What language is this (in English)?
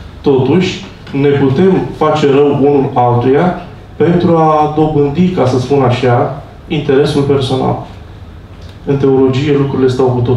Romanian